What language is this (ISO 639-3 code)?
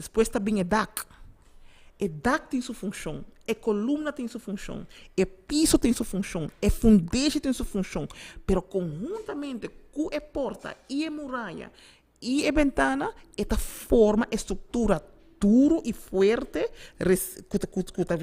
pap